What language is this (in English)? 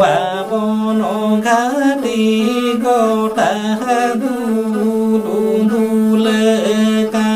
Santali